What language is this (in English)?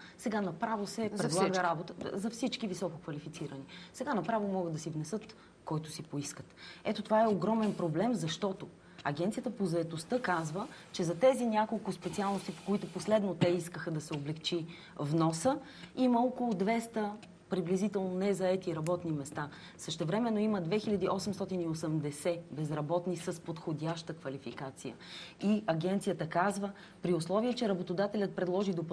Bulgarian